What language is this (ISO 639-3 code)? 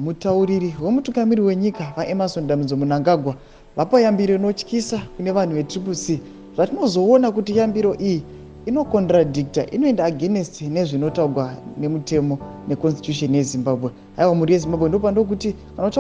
sna